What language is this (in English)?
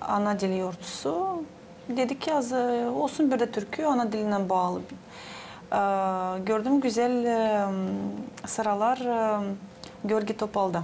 Gagauz